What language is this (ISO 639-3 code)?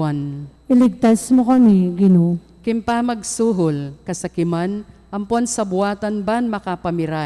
pam